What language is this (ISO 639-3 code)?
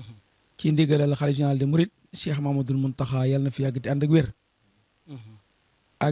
wol